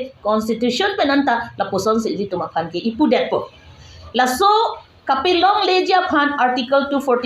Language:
Karbi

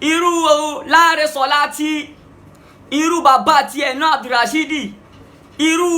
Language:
Yoruba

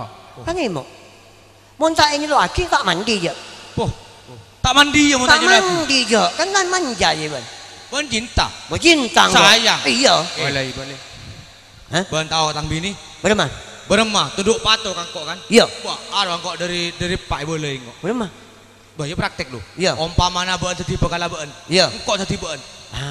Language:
Madurese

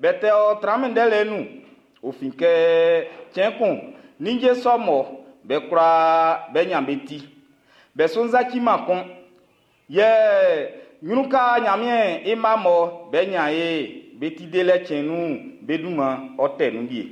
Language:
Baoulé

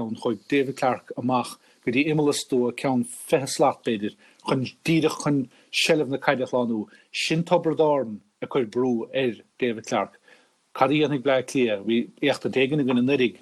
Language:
Irish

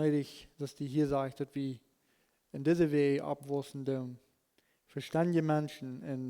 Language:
Plautdietsch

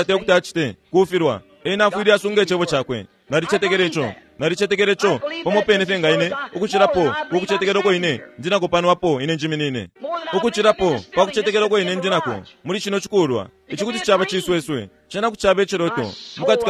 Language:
Bemba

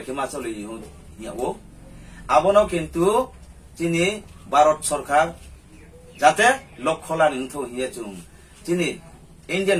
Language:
Riang (India)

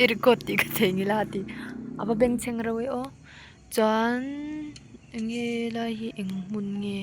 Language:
Mizo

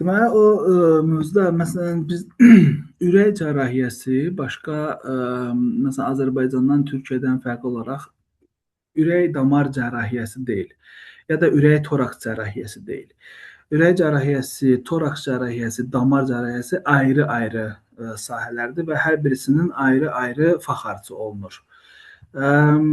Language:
Azerbaijani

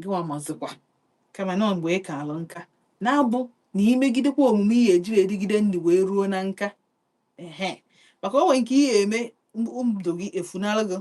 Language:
Igbo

